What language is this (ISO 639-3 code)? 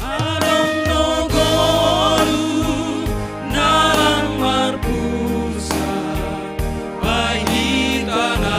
bts